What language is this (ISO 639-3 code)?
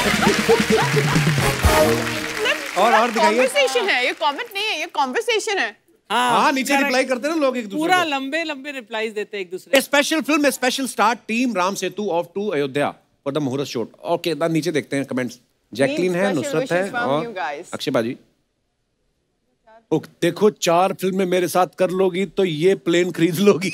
hin